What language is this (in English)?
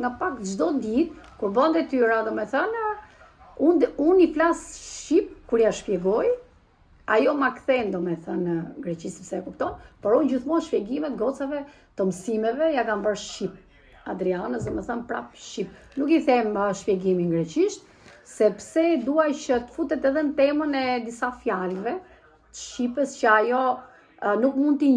Albanian